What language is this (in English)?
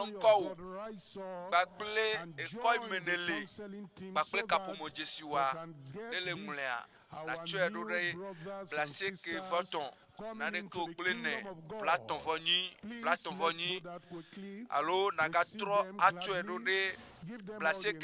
Ewe